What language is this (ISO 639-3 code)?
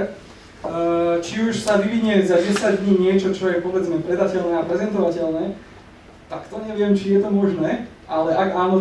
slk